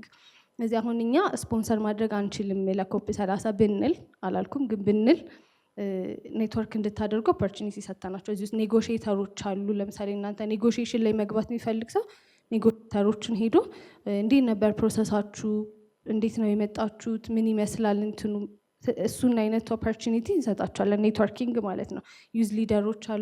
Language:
Amharic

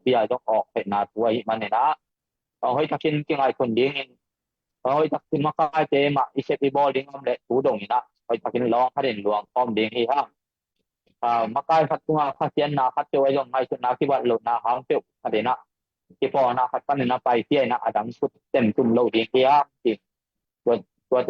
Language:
Tedim Chin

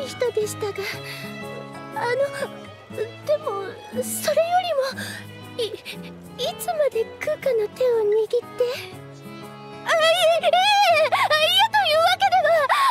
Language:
Japanese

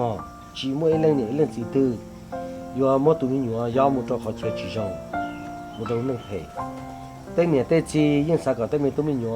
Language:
Hmong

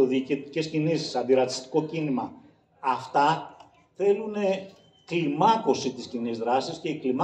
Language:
Greek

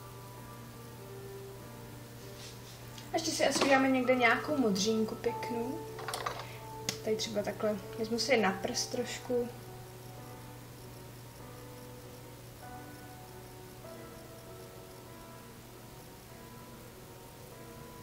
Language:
Czech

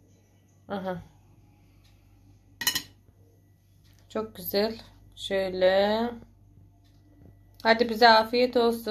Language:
Turkish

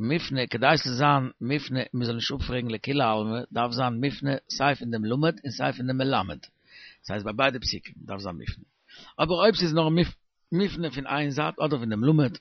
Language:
Yiddish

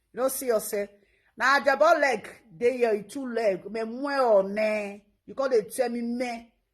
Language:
Nigerian Pidgin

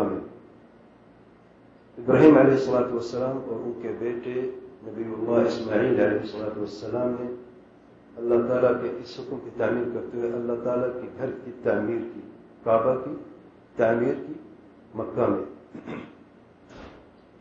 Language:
Urdu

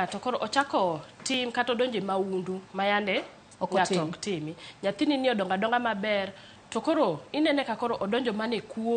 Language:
Luo (Kenya and Tanzania)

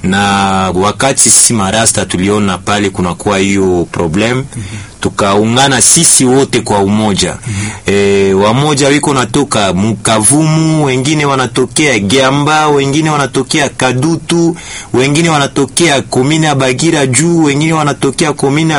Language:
Swahili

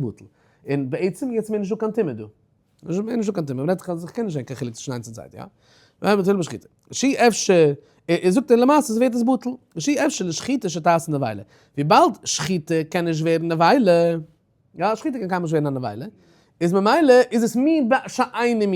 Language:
Yiddish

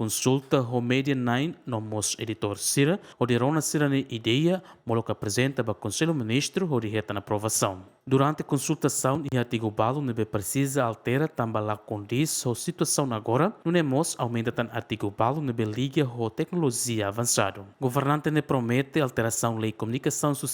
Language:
Tetum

